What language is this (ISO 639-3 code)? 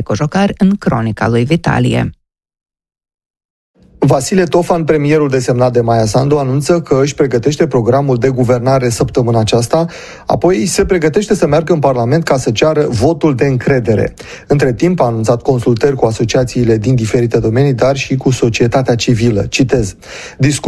ron